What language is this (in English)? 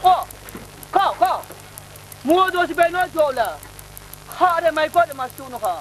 Kachin